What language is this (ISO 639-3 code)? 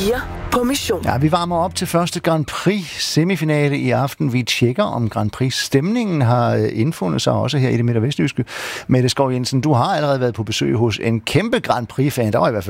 dan